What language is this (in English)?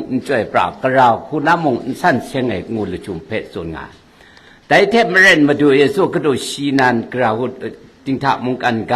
Kachin